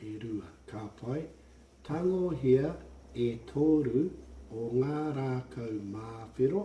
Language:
Māori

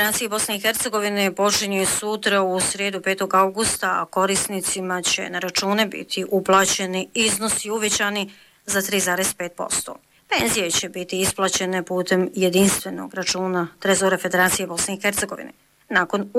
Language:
Bosnian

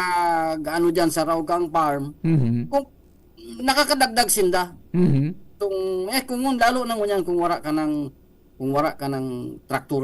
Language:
Bikol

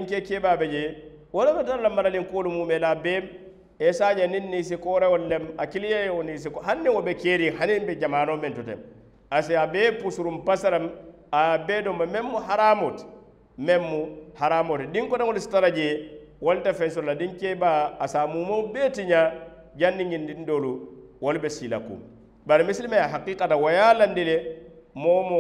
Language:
Mandingo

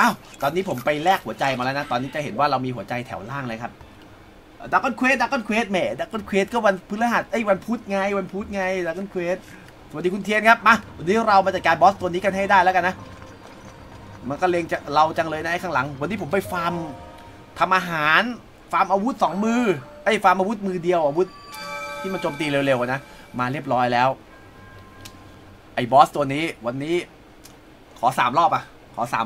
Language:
Thai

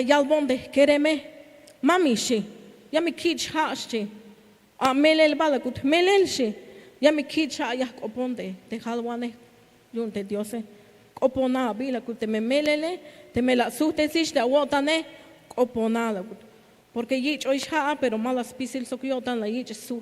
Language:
Tzeltal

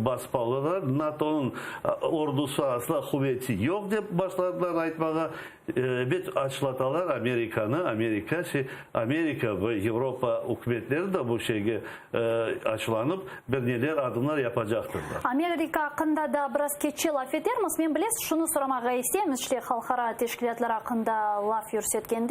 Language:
Crimean Tatar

